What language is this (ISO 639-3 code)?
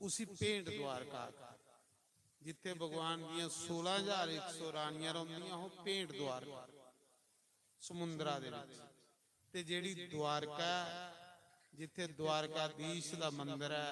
doi